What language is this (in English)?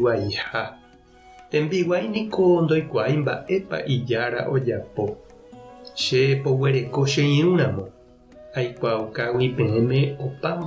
Guarani